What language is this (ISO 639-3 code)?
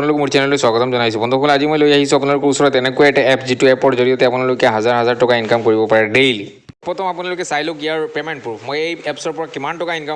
asm